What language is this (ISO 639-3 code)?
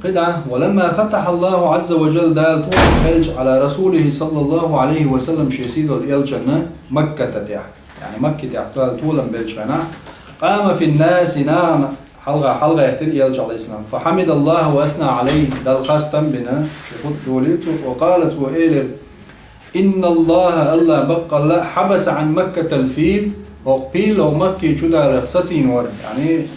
che